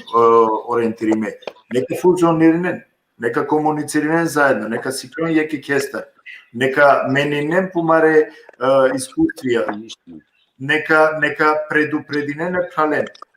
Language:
Balkan Romani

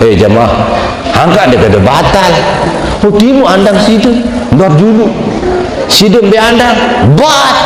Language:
Sasak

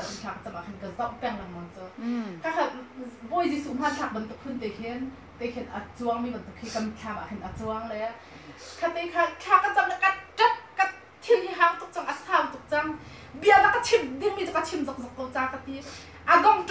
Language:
Hakha Chin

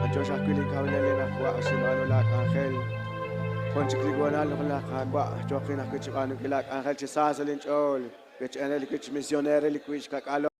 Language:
Kekchí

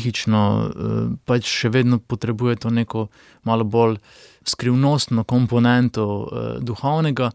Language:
Slovenian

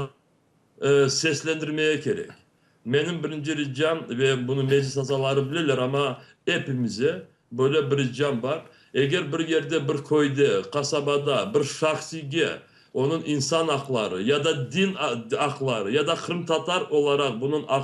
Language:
Crimean Tatar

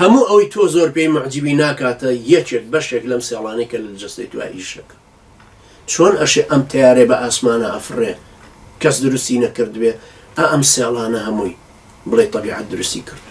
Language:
Central Kurdish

